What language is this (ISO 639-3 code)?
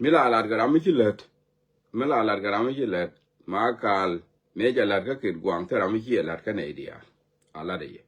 nus